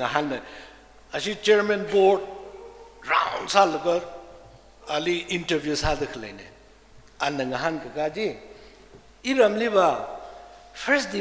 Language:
Tangkhul Naga (India)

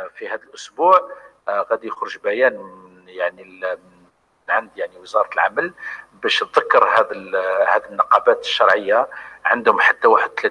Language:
Algerian Arabic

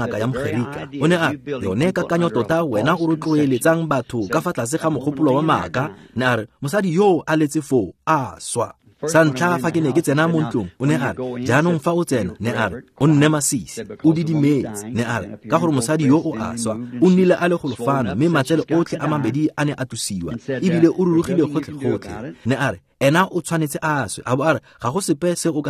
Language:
Tswana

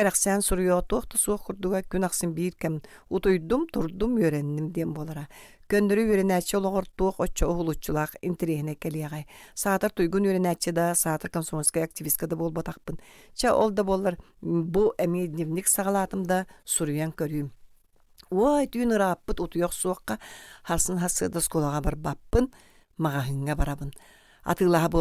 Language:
Yakut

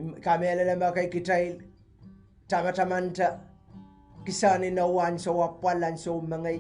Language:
Pohnpeian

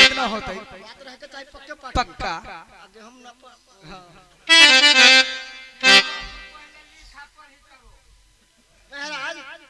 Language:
Bhojpuri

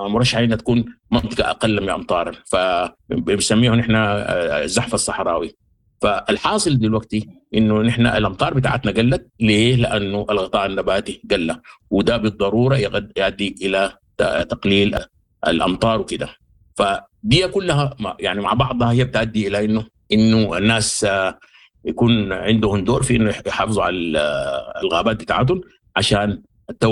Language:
Sudanese Arabic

